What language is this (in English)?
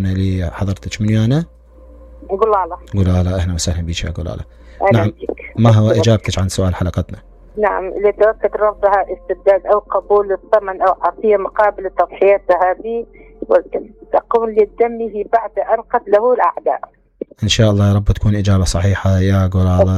Mesopotamian Arabic